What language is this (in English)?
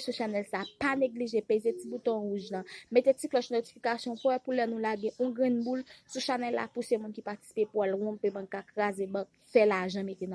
Haitian Creole